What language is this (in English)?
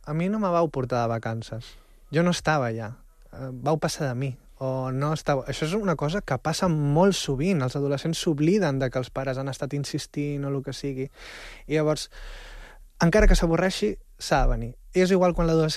Catalan